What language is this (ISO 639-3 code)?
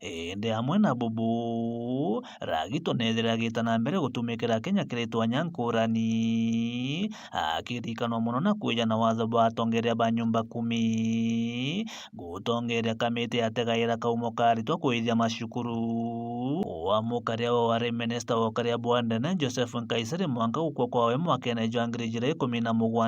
mer